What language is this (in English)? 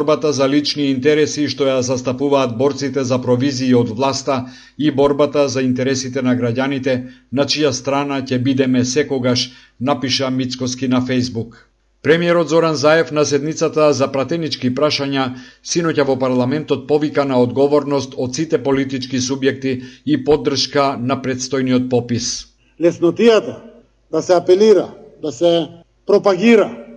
Macedonian